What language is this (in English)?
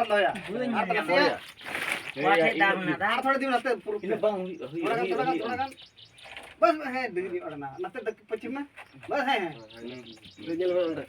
Santali